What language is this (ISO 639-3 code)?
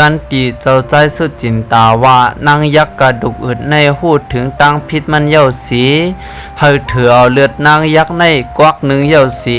shn